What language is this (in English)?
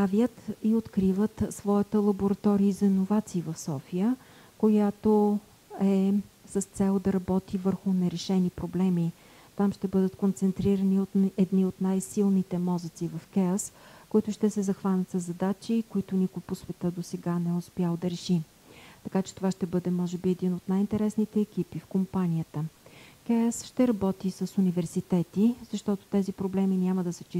Bulgarian